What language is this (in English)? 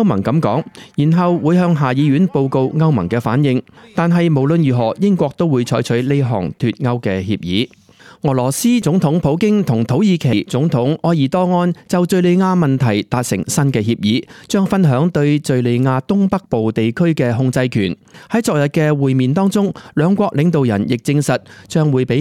Cantonese